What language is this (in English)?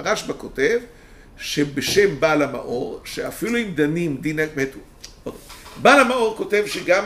Hebrew